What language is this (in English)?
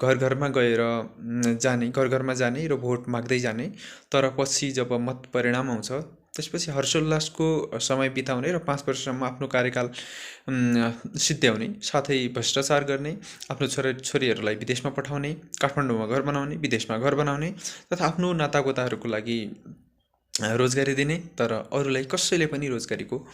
Nepali